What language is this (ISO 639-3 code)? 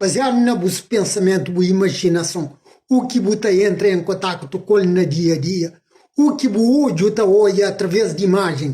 kea